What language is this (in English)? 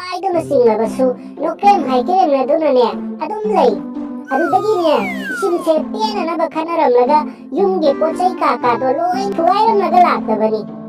Manipuri